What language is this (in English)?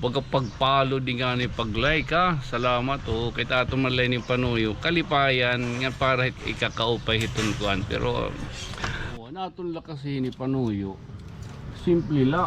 Waray